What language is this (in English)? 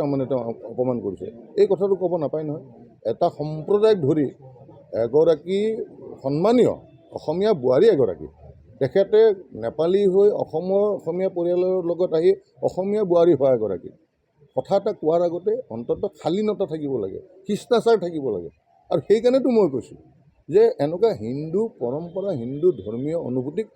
Assamese